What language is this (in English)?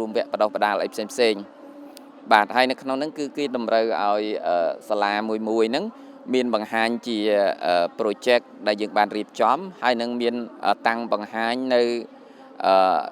Khmer